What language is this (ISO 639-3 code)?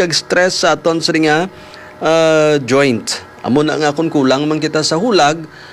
hil